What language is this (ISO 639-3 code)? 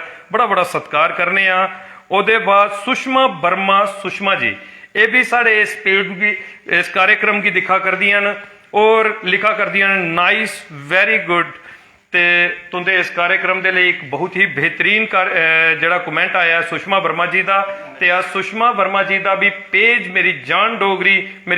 doi